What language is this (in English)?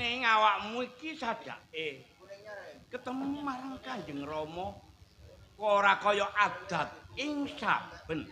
Javanese